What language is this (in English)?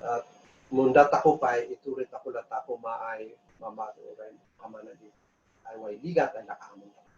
Kankanaey